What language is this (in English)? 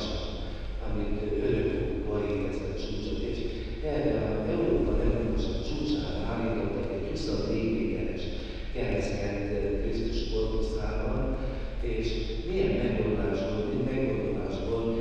Hungarian